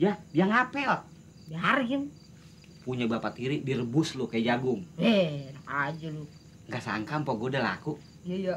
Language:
Betawi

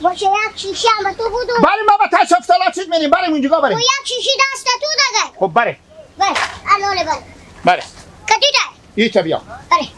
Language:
Hazaragi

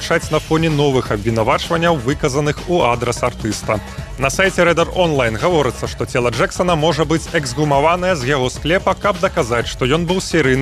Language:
Belarusian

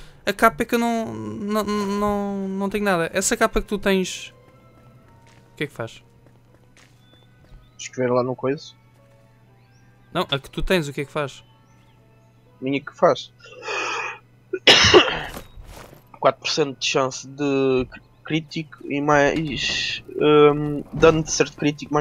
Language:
Portuguese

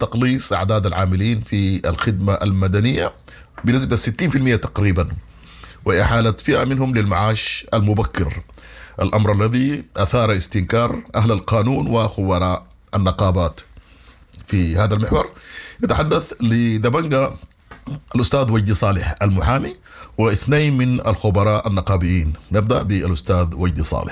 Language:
Sudanese Arabic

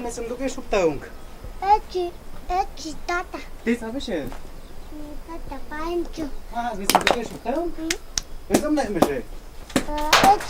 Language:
Totontepec Mixe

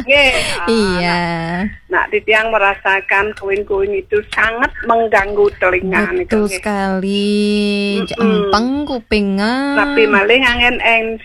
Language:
Balinese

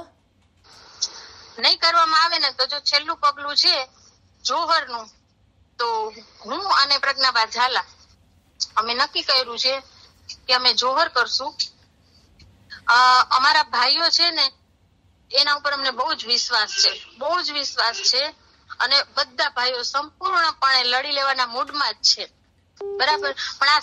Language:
Gujarati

